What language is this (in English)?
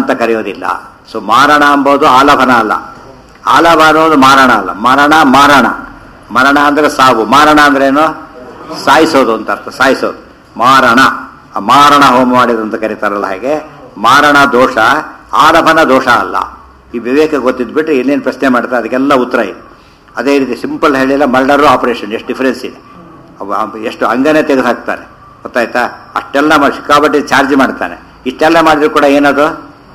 Kannada